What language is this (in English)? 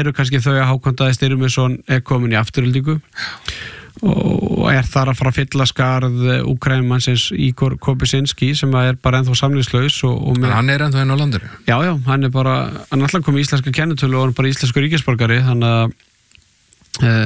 Icelandic